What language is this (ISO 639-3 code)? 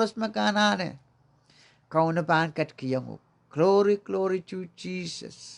pon